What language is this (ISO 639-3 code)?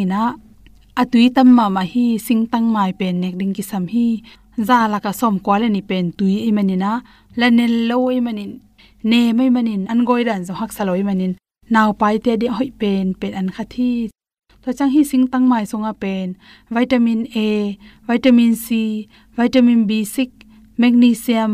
ctd